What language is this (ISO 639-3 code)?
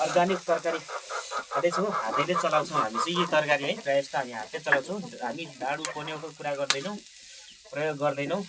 nep